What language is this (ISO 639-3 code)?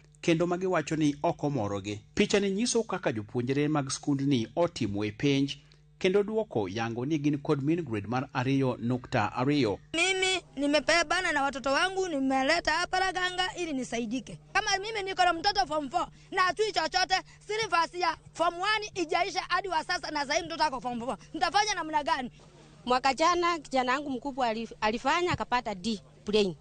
luo